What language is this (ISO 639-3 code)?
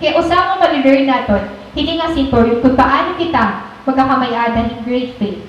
war